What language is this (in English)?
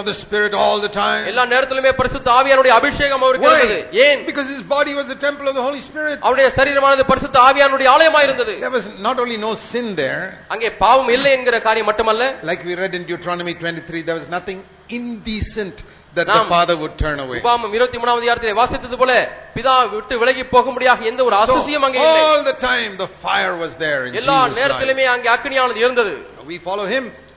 Tamil